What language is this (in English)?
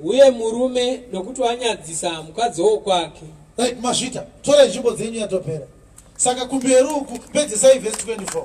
Shona